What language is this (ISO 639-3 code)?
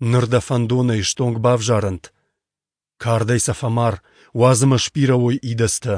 oss